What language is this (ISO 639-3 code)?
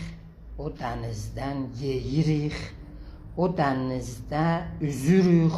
azb